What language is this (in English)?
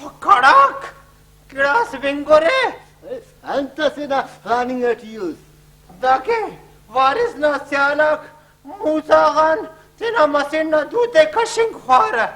Brahui